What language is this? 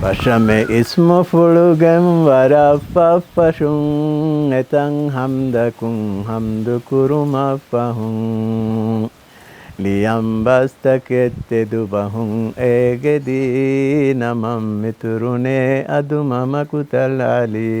Divehi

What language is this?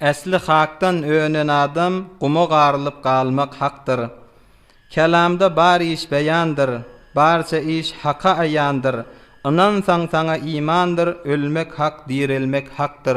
Turkmen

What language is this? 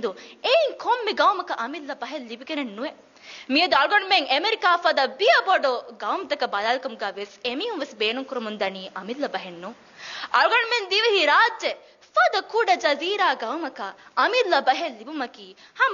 Divehi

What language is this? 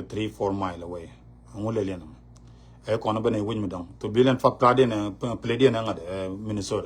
Nuer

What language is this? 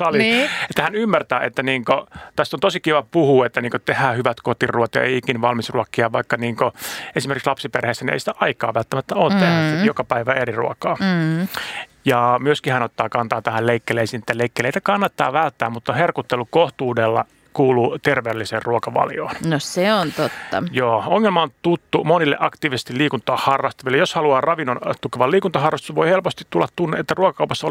Finnish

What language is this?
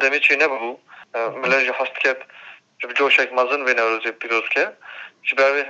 Kurdish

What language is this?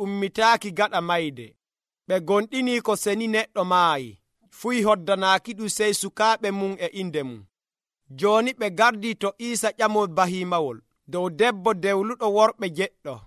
Nigerian Fulfulde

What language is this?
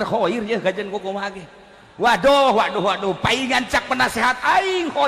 Sundanese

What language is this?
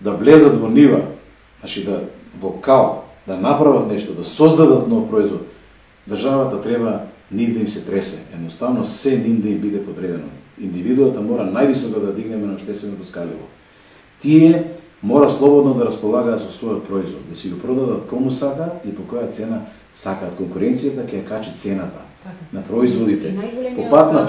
Macedonian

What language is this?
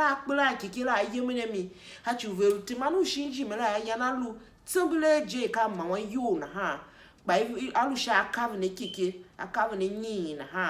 Tiv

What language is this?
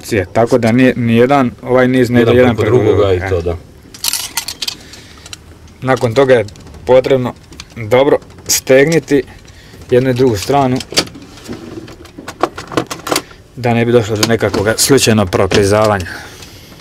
Croatian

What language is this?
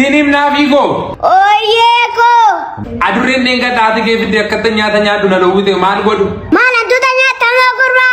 Oromo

